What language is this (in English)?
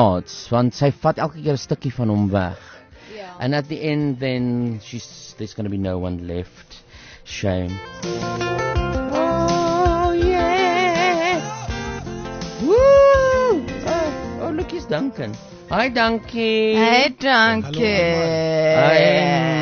Afrikaans